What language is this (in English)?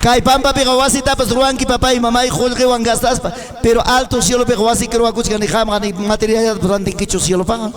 Ayacucho Quechua